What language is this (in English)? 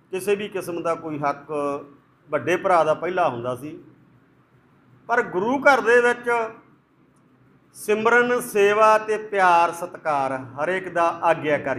Punjabi